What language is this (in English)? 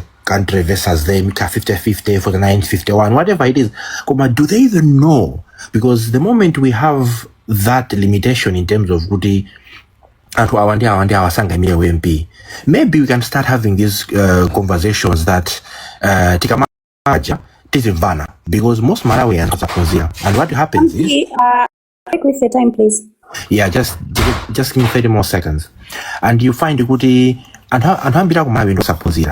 Nyanja